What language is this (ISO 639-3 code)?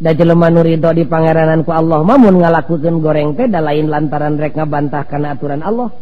sun